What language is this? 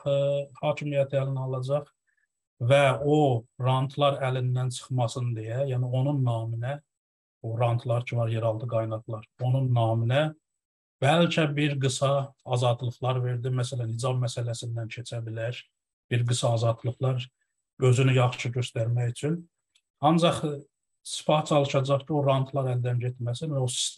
South Azerbaijani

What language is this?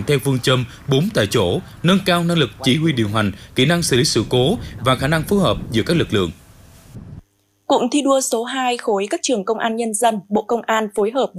Vietnamese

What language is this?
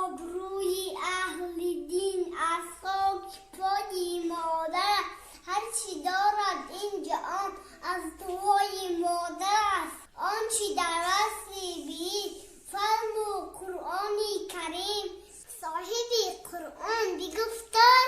Tajik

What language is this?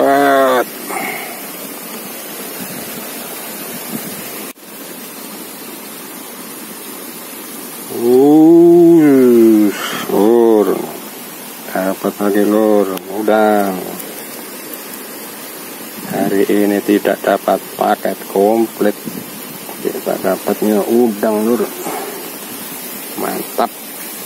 Indonesian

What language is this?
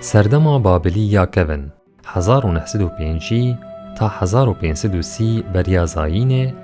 Kurdish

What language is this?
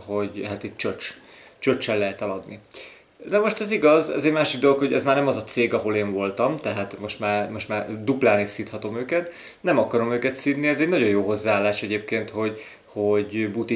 Hungarian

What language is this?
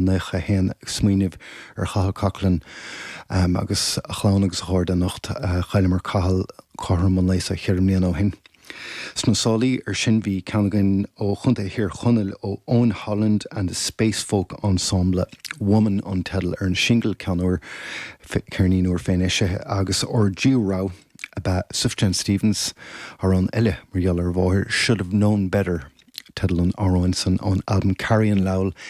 Irish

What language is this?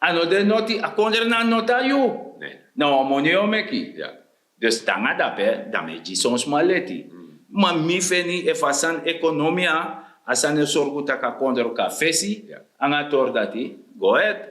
Sranan Tongo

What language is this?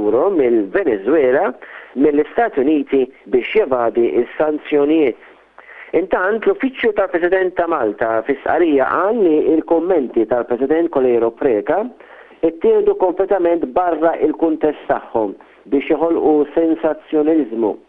Maltese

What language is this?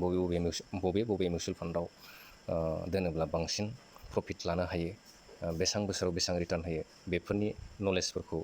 Bodo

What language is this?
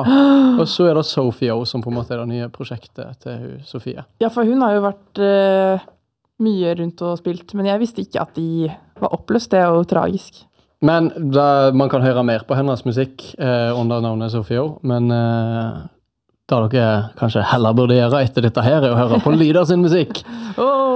Norwegian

